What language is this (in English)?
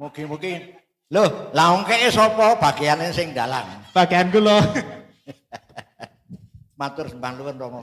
Javanese